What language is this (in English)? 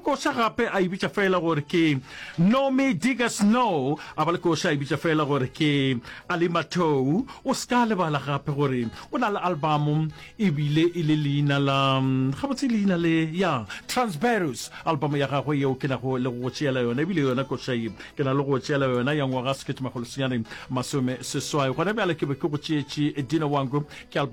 Northern Sotho